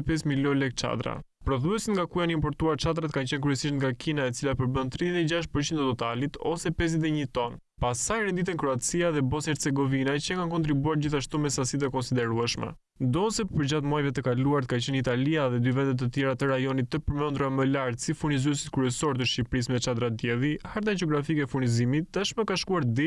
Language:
Albanian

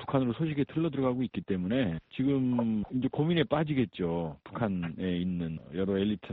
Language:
Korean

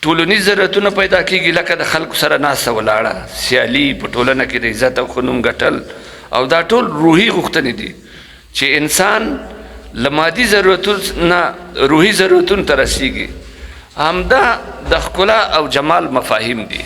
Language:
Pashto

